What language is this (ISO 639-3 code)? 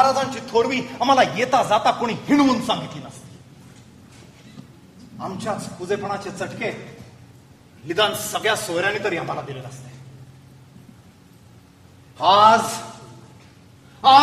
mar